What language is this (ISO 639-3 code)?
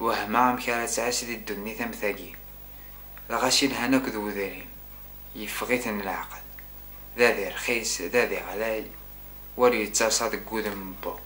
kab